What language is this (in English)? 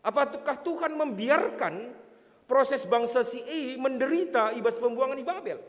Batak Karo